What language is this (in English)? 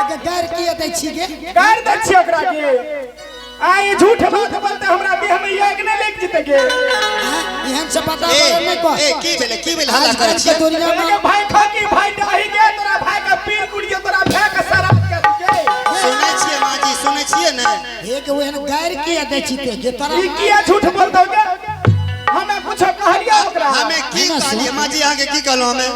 Angika